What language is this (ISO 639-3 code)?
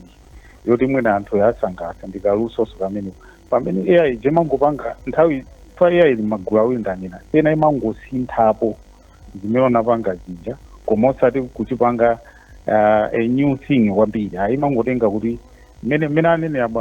nya